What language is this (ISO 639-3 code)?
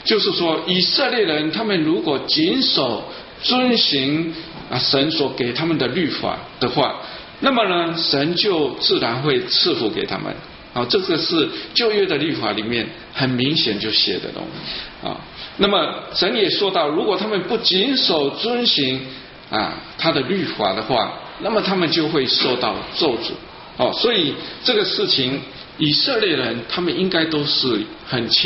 zho